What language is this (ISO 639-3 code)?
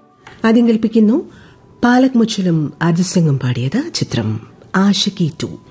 mal